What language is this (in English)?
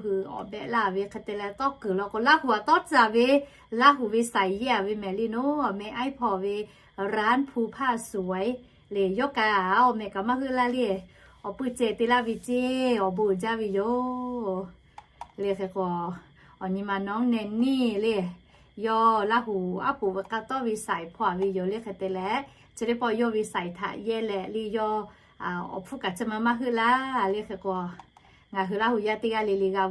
Lahu